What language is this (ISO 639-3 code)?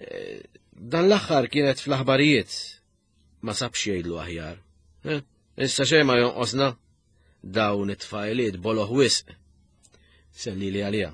mlt